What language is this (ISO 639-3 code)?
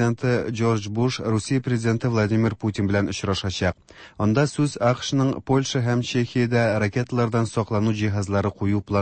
tat